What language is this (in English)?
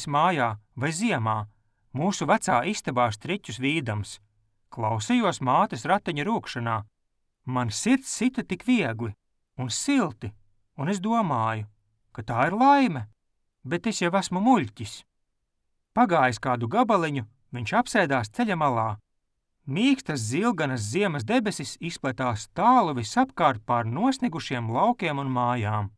Latvian